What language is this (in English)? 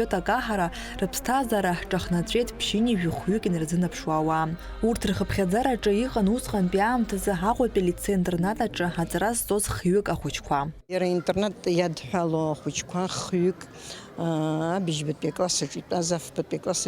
Abkhazian